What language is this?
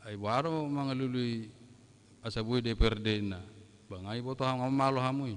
Batak Toba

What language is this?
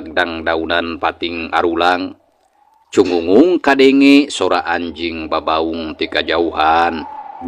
Sundanese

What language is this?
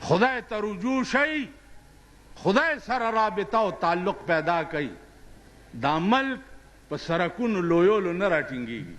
Pashto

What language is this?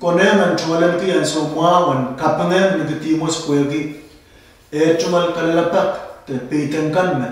Pohnpeian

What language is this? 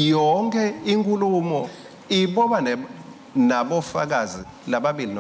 Swati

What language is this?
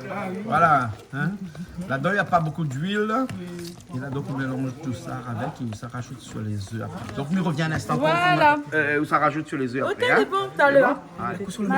Réunion Creole French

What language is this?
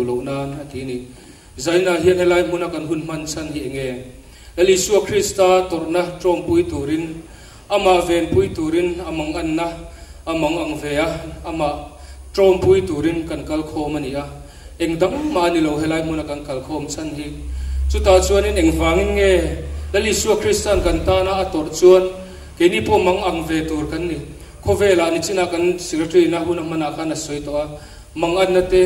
Mizo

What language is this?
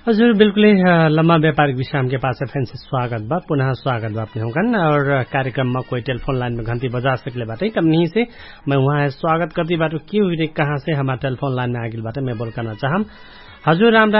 Dangaura Tharu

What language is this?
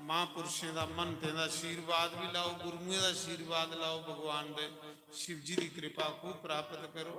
Dogri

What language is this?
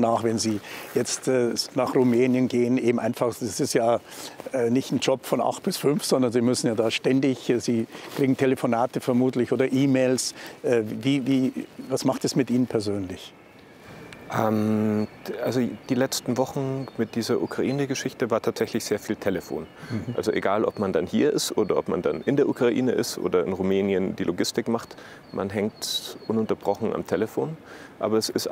German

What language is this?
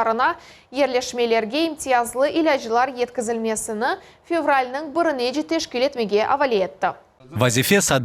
Crimean Tatar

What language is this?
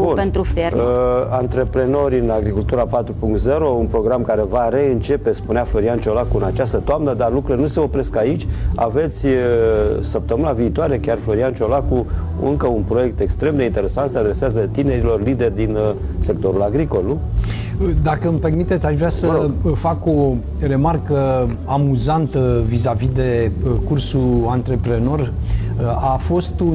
Romanian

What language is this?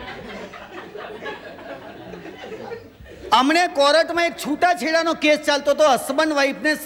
Gujarati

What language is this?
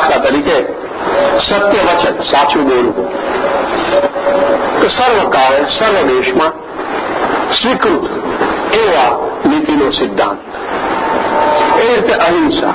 Gujarati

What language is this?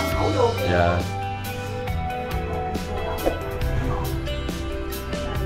Vietnamese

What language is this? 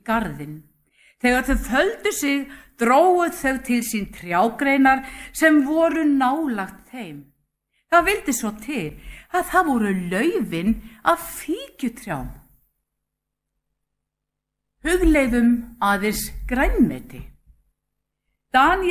Icelandic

